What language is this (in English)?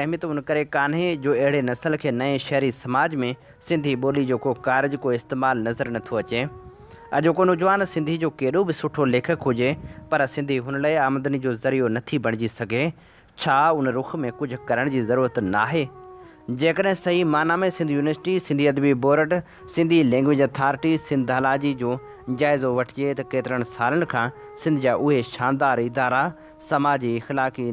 Sindhi